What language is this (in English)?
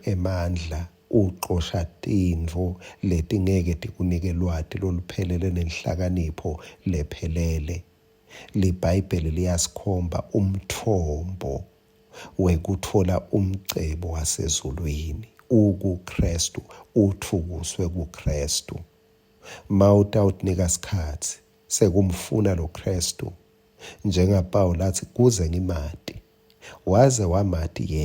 Swati